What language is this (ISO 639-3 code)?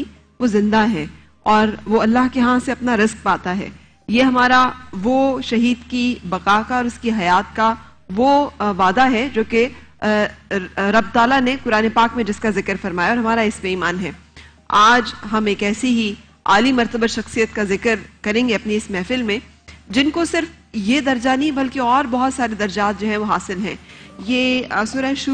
urd